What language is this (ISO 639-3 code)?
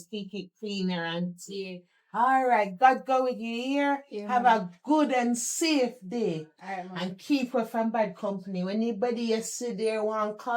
jam